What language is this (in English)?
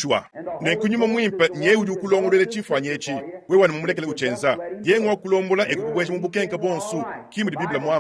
Luba-Lulua